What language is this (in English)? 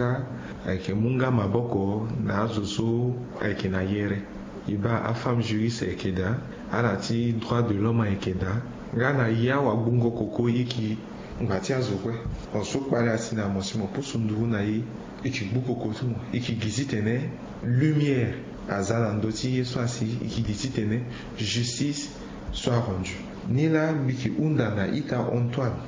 Sango